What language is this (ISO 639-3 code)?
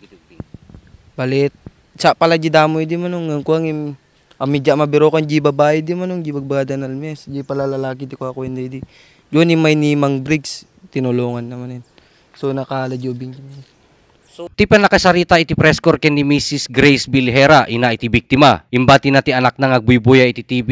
ilo